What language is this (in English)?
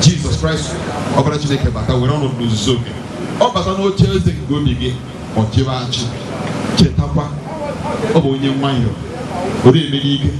Igbo